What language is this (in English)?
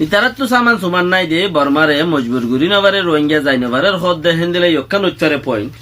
Rohingya